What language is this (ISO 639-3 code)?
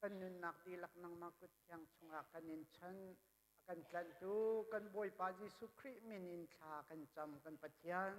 cnh